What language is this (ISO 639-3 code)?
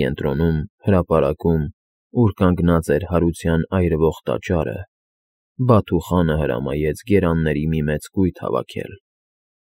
hye